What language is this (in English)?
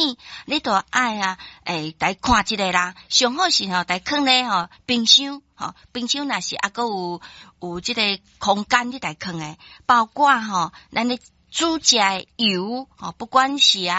Min Nan Chinese